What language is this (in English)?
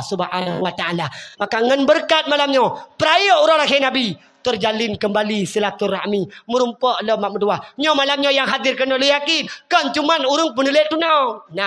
Achinese